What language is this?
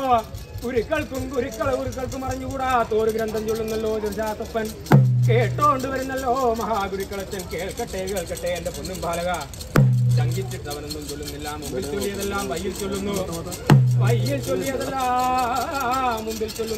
Malayalam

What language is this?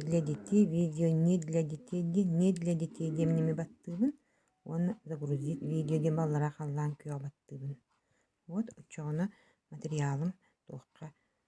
Yakut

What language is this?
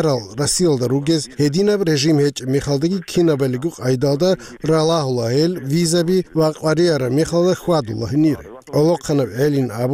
Avaric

